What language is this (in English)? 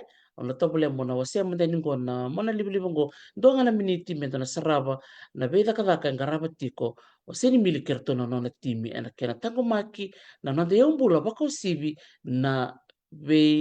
Fijian